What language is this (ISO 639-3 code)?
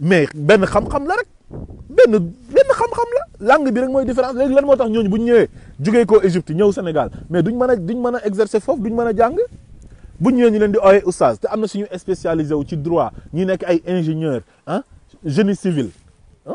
wol